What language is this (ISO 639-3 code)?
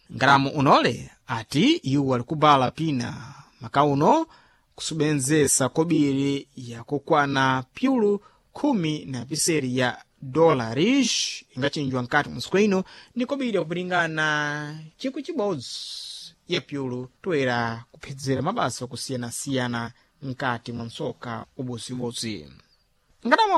seh